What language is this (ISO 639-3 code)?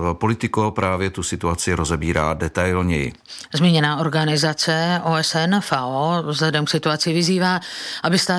ces